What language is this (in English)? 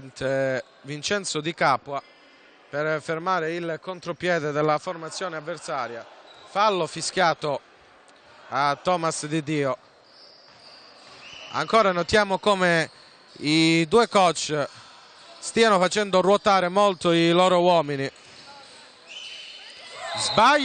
Italian